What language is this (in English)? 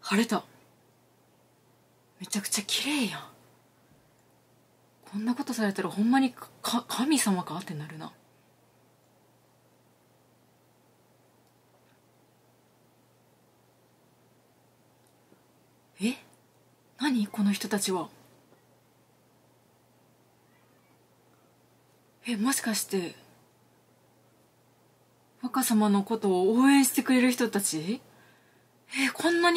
Japanese